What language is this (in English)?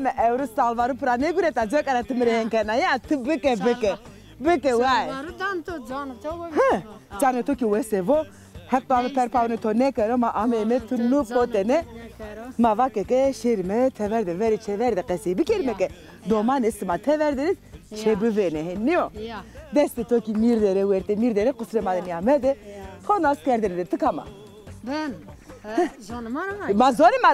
Zaza